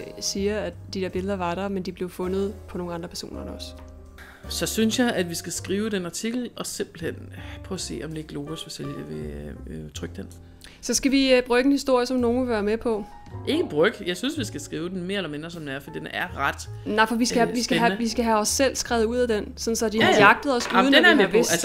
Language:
Danish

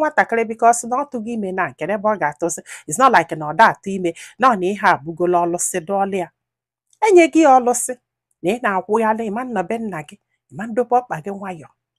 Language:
Igbo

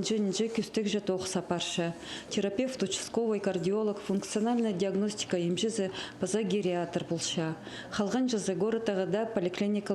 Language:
Khakas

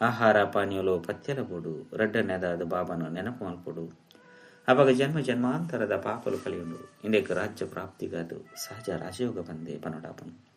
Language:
Tulu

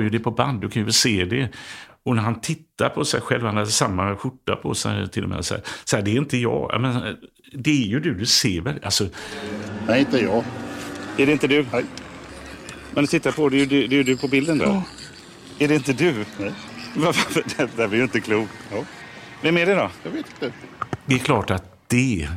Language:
Swedish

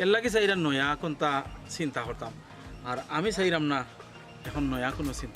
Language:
Sylheti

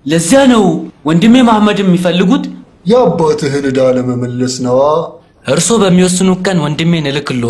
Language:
Amharic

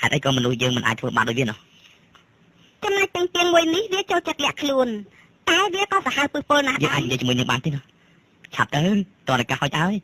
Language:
Khmer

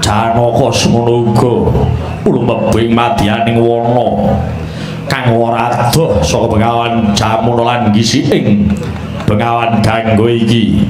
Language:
Javanese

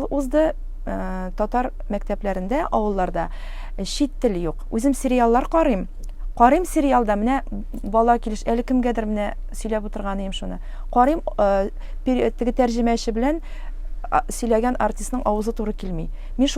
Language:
Tatar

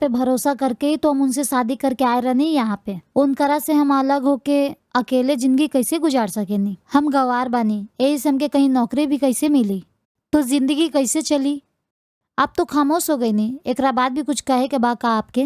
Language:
Bhojpuri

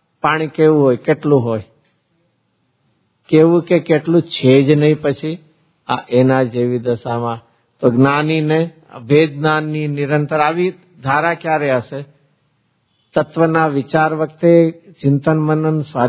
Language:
Gujarati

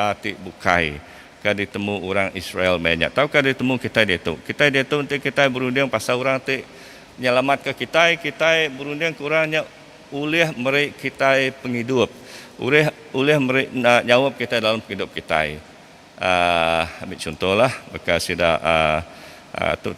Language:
Iban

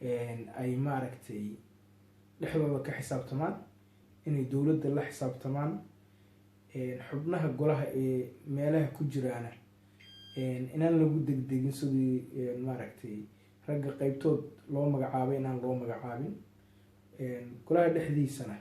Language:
Somali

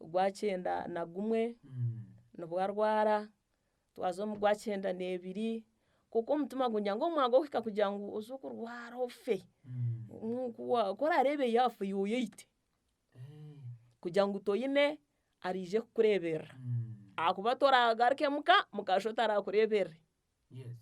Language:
Nyankole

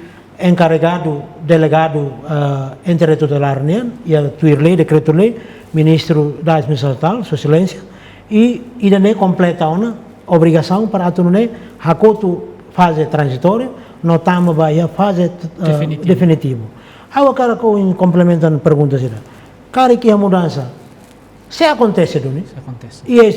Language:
Tetum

